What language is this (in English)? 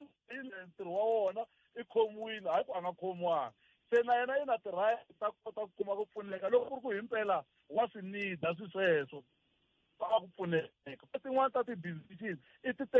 Tsonga